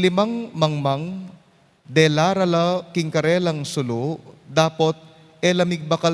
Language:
Pampanga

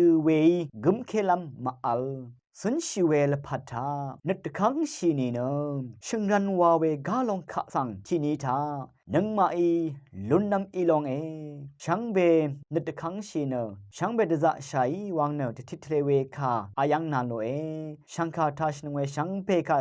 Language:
Rawang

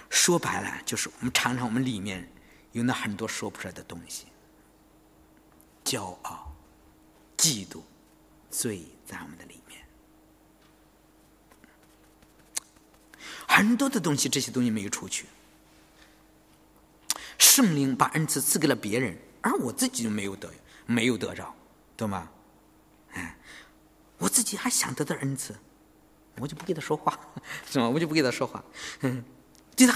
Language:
Chinese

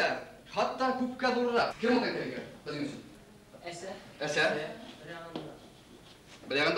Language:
Bashkir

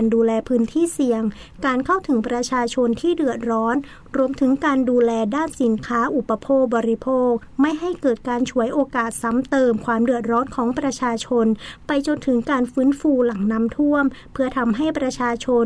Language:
Thai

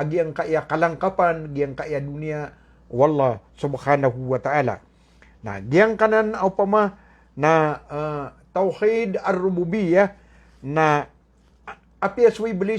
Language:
Maranao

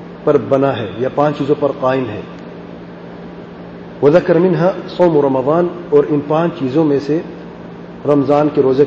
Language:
Urdu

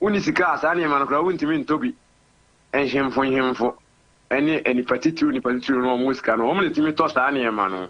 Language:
Akan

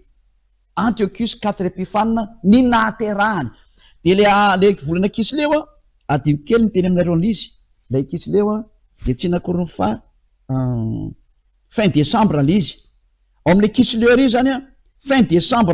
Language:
Malagasy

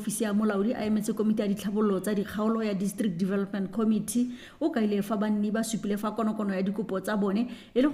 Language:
Tswana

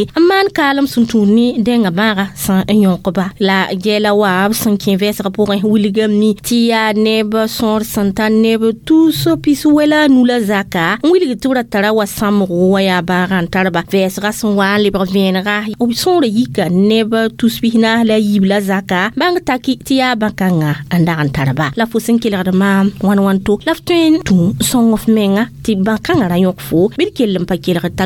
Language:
Mossi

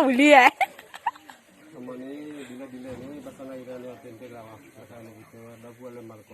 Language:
S'gaw Karen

